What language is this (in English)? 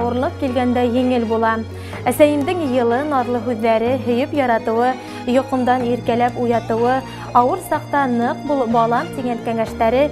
Bashkir